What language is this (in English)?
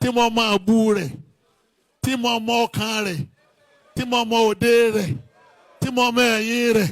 Yoruba